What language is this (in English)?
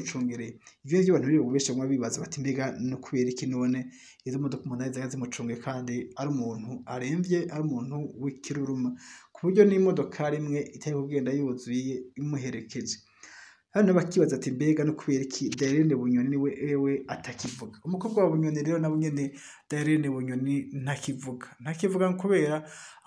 Rundi